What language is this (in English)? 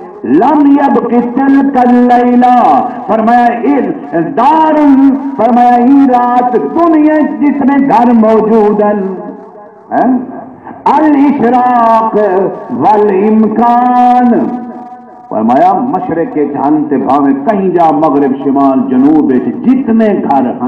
Saraiki